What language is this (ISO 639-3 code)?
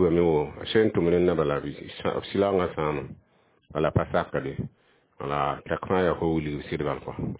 mos